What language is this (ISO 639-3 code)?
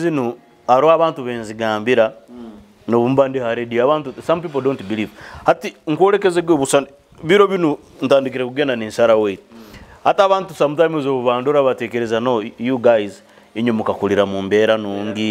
nyo